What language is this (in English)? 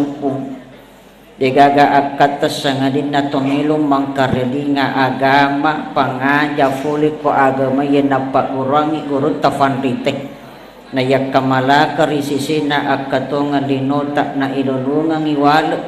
Buginese